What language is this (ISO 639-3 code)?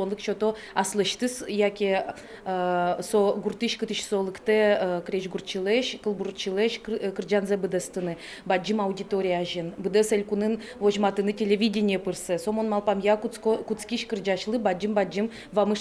udm